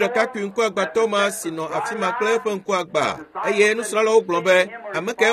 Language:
Ewe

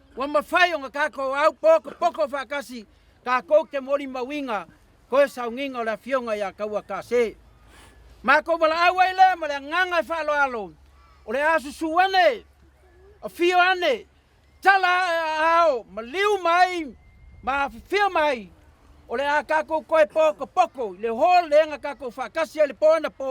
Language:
Samoan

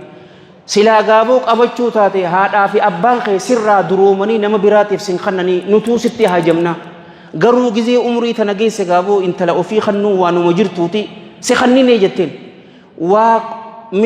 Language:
Oromo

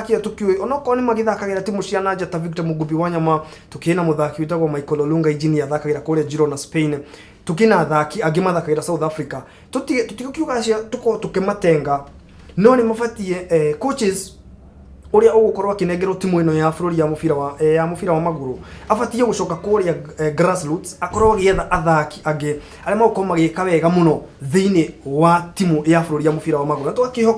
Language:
Kikuyu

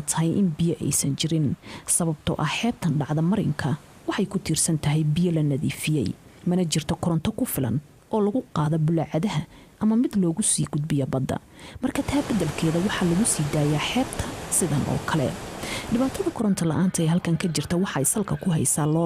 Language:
Somali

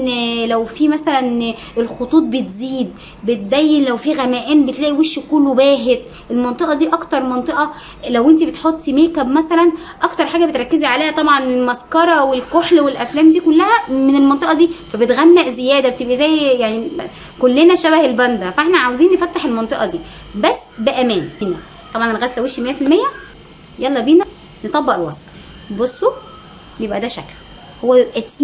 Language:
Egyptian Arabic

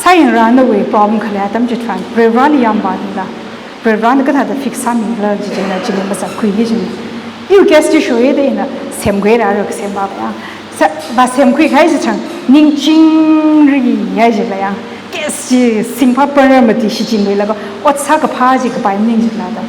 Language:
Tangkhul Naga (India)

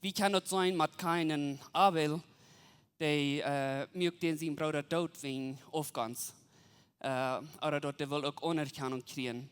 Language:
Plautdietsch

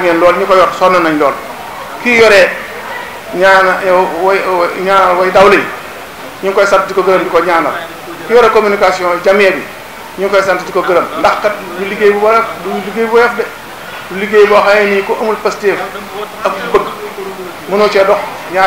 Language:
Wolof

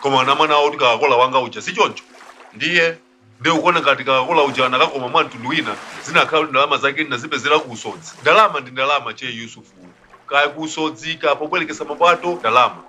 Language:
Nyanja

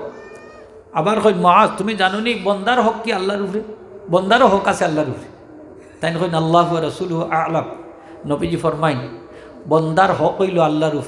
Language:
Sylheti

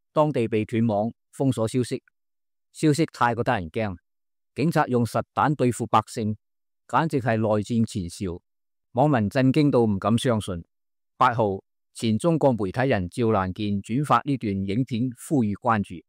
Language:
Cantonese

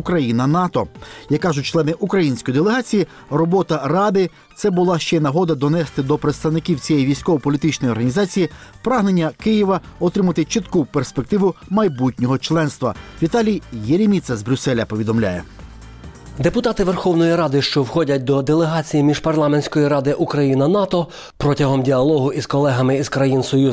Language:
Ukrainian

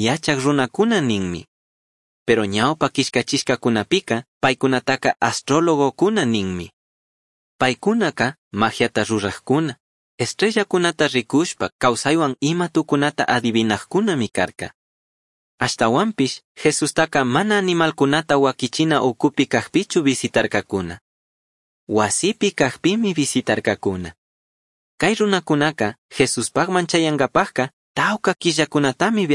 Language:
Chimborazo Highland Quichua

